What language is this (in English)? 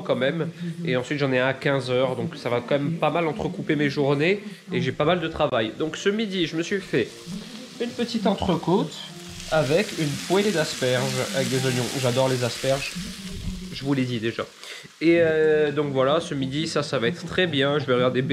French